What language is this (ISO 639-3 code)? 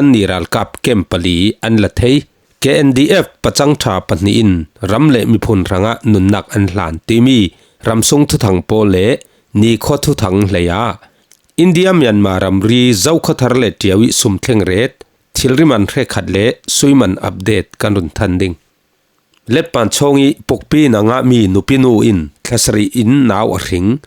cfm